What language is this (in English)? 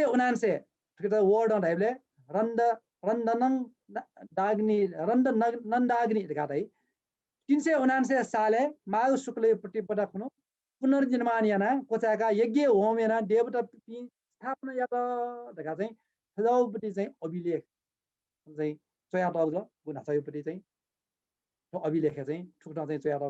Newari